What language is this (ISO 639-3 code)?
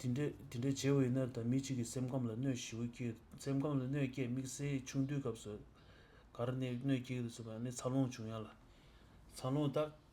bod